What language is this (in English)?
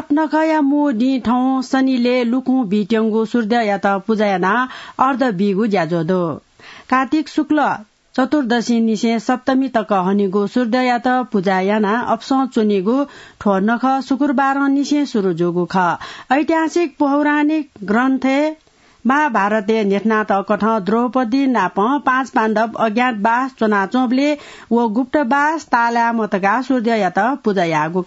Newari